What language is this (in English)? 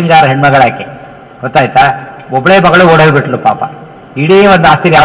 Kannada